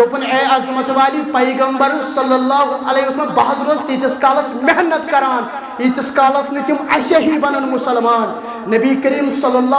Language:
Kashmiri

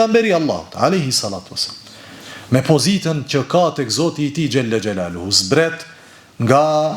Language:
Albanian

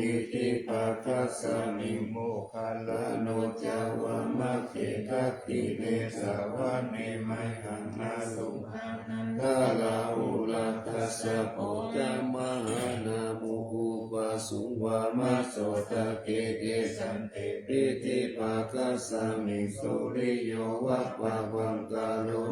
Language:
Pali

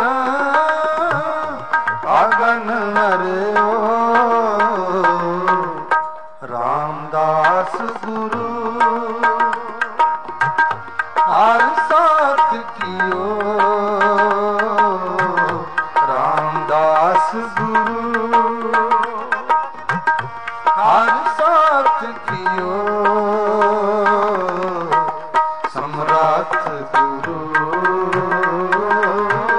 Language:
Punjabi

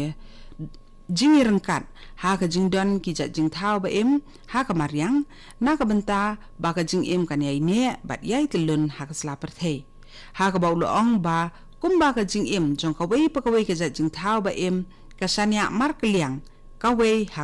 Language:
Khasi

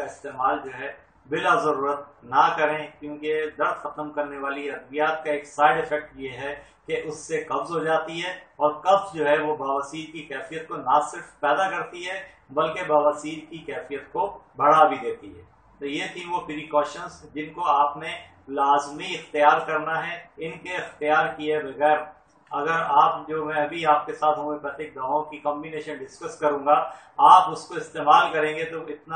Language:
Urdu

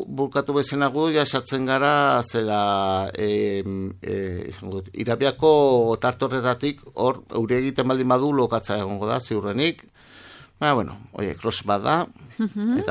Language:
Basque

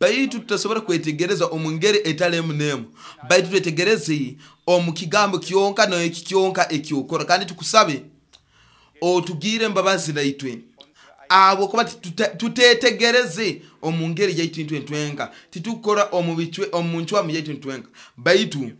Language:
Nyoro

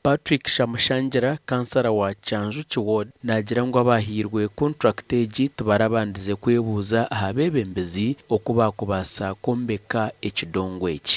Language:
Nyankole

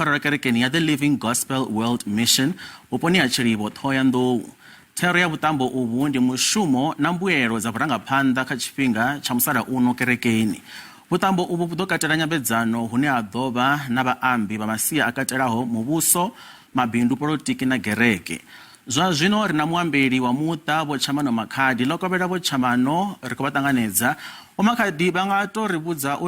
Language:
Venda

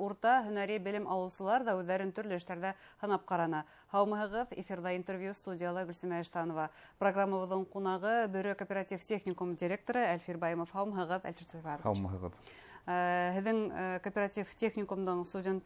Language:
Bashkir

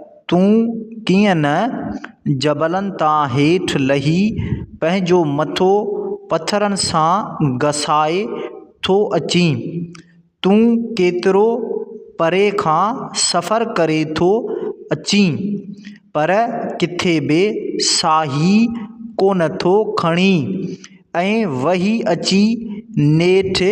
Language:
Sindhi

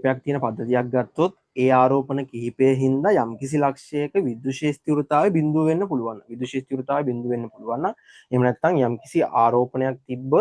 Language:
Sinhala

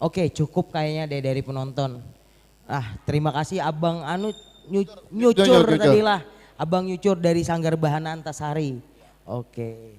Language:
Banjar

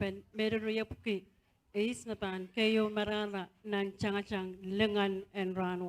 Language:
Pohnpeian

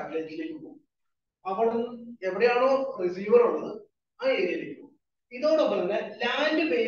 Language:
Malayalam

